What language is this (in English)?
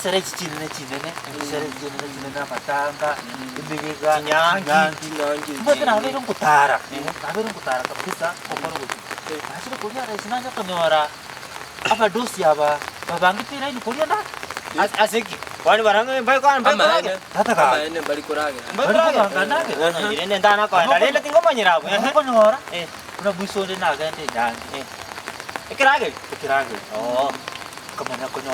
Gusii